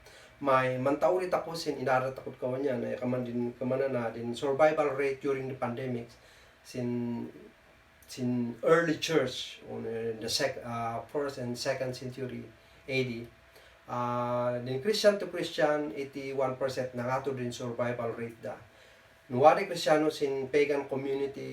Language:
Kankanaey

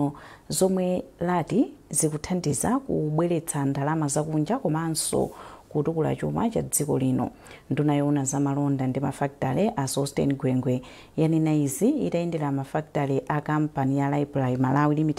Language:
Nyanja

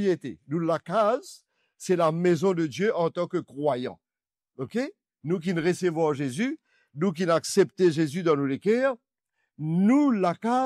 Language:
Morisyen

